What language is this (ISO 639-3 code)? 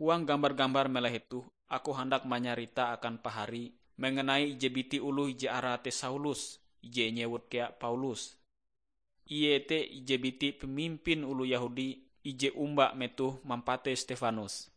nij